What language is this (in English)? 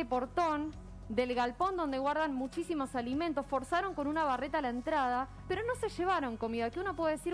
Spanish